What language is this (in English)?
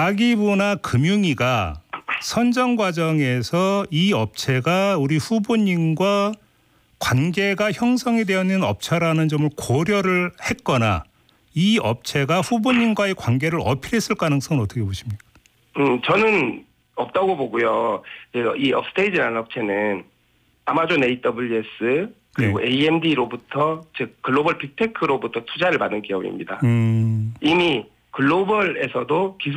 Korean